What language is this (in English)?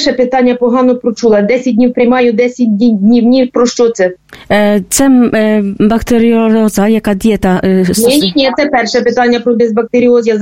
Ukrainian